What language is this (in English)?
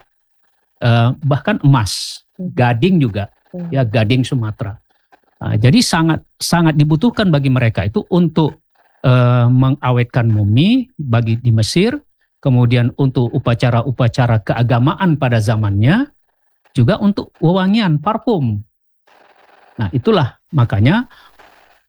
Indonesian